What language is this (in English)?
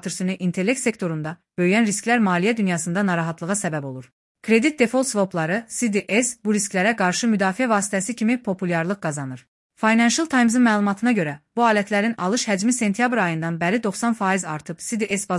Azerbaijani